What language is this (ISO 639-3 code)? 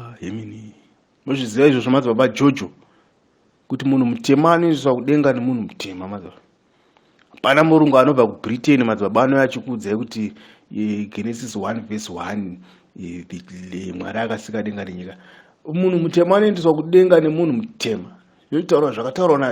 sna